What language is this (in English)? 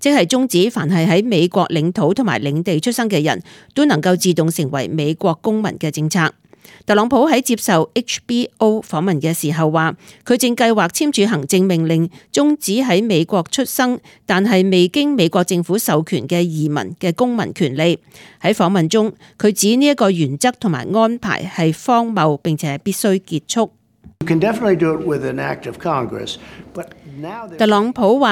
Cantonese